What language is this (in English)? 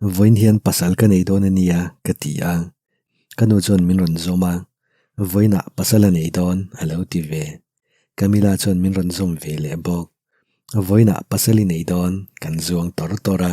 Mizo